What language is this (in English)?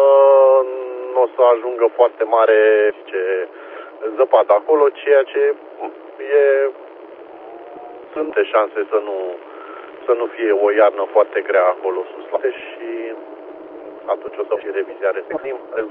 Romanian